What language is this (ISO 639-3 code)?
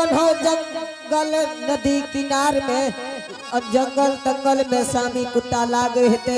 anp